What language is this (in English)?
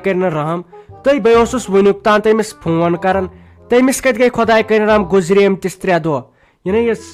Kashmiri